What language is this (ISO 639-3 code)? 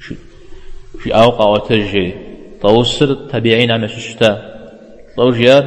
kbd